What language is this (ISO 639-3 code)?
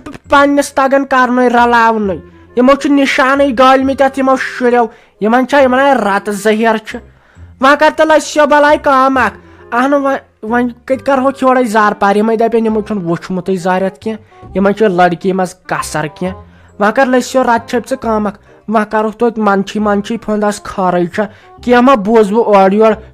kas